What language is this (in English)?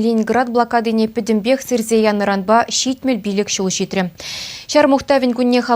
Chuvash